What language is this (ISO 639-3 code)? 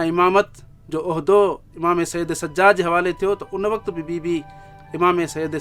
snd